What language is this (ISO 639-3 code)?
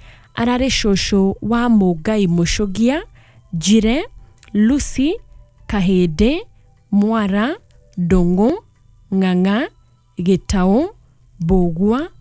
kik